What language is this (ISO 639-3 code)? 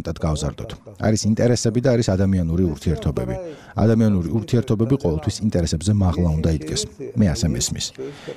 kat